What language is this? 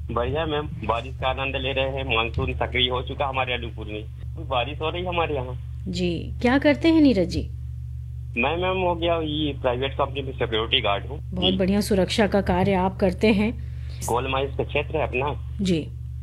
Hindi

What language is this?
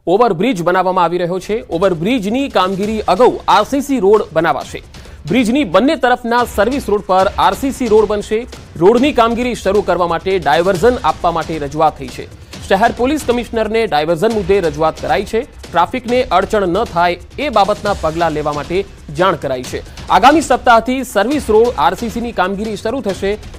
Gujarati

